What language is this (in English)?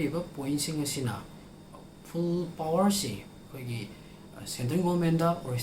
Manipuri